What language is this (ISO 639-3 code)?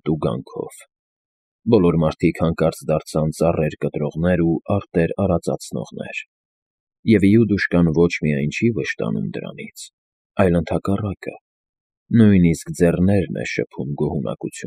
hye